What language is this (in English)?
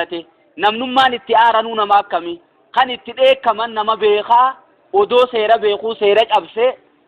Oromo